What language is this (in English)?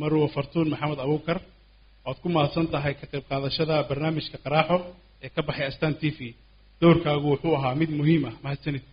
Somali